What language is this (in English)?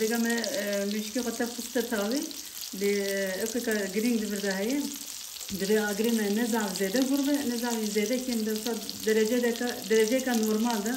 Kurdish